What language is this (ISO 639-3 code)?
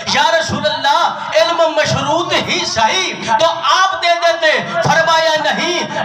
urd